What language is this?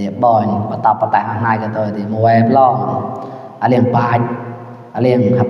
Mon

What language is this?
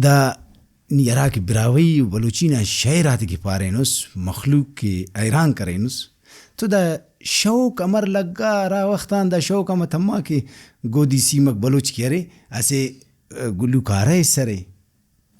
Brahui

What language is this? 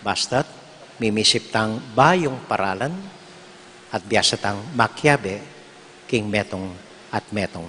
Pampanga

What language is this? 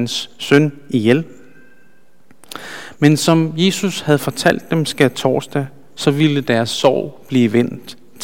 Danish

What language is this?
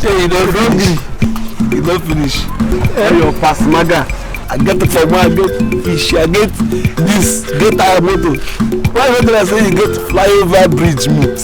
Nigerian Pidgin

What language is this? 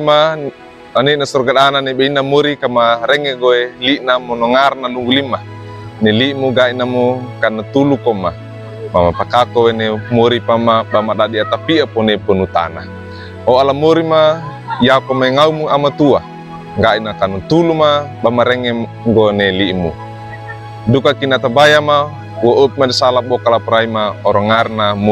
Wejewa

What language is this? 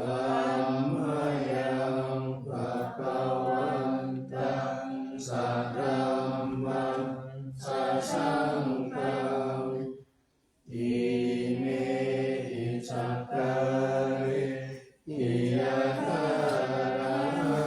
Pali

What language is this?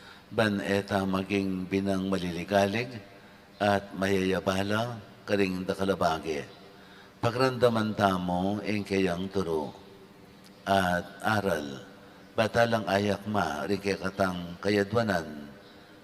Pampanga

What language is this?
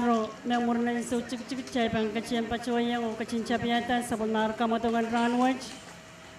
Pohnpeian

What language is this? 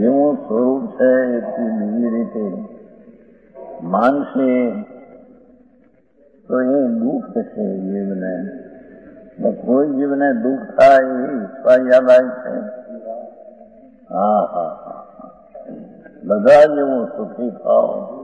Gujarati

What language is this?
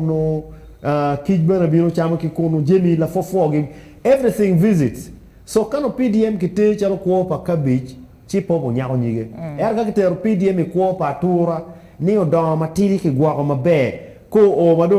Acoli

